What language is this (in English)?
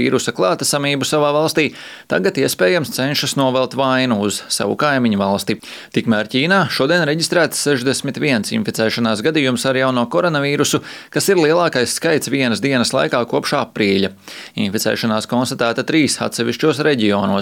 Latvian